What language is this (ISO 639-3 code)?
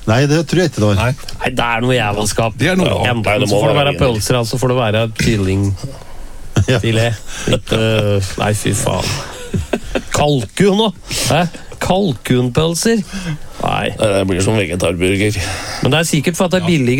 nor